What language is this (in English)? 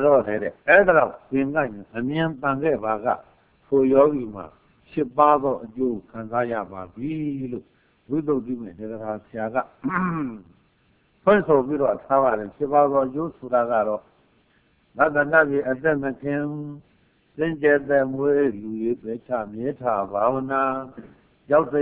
Burmese